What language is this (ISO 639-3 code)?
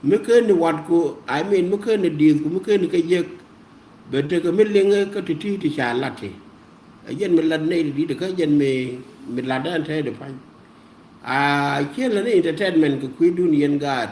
nus